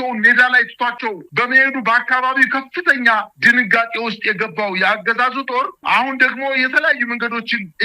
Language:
Amharic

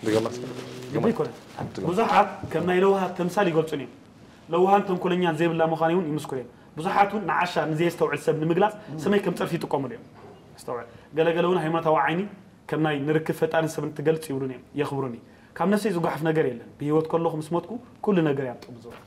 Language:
Tigrinya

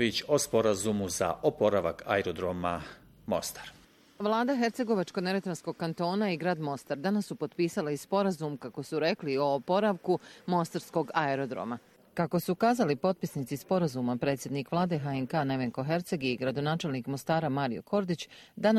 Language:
Bosnian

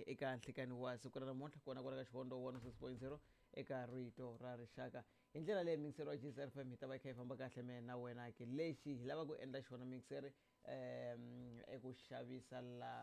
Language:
Tsonga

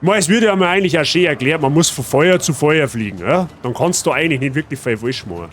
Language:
Bavarian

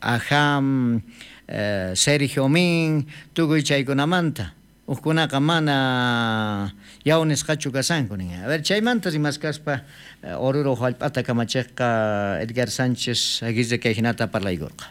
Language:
South Bolivian Quechua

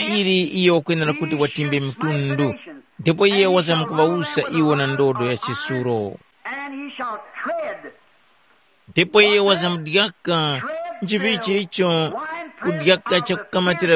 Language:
Tumbuka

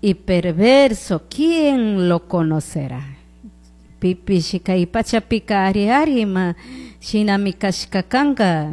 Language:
Chimborazo Highland Quichua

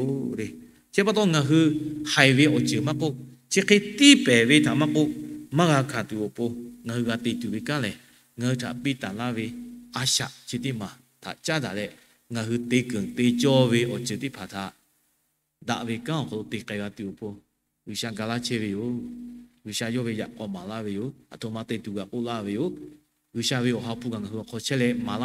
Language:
Lahu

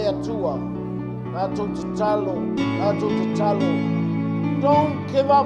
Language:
Samoan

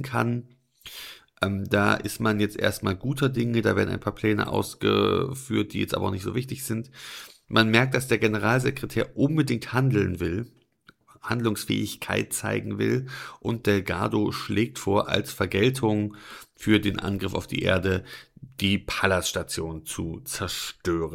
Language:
German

